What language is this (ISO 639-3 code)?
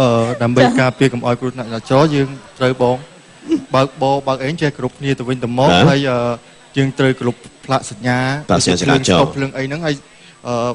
khm